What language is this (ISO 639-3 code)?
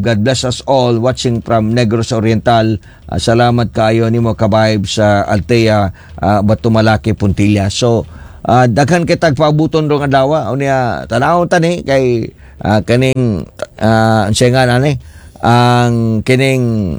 ceb